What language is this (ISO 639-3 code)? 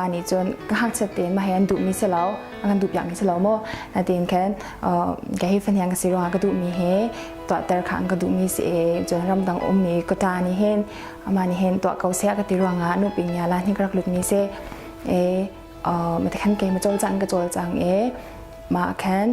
cnh